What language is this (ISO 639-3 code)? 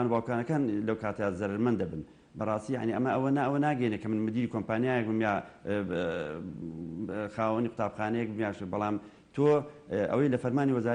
ckb